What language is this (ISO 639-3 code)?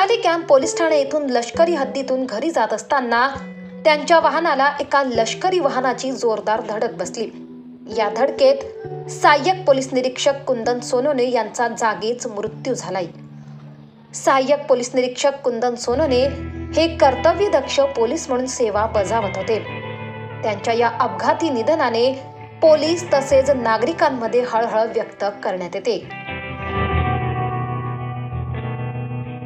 mar